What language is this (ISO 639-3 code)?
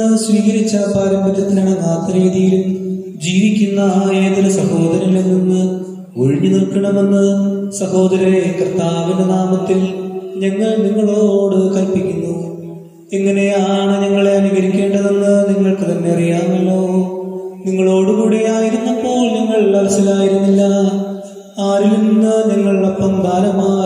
mal